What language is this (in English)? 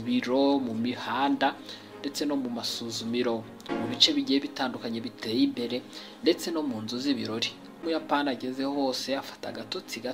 Kinyarwanda